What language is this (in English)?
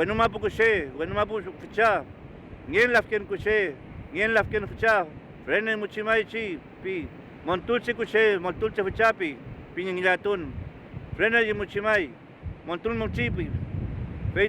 Mapuche